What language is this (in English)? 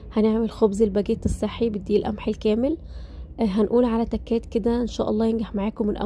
Egyptian Arabic